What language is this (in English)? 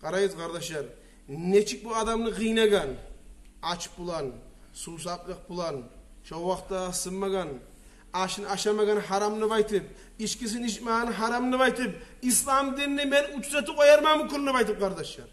Kumyk